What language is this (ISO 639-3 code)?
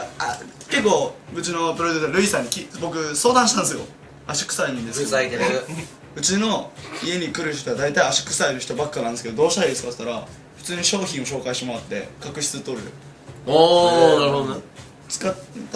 jpn